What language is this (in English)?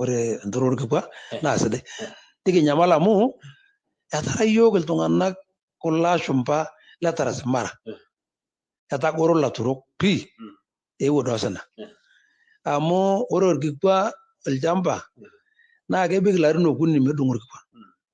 Masai